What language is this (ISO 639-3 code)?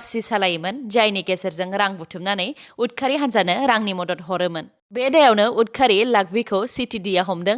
brx